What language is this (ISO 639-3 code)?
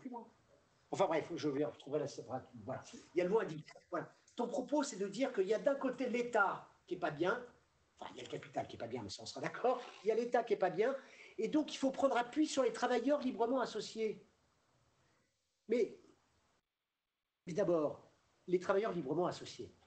fra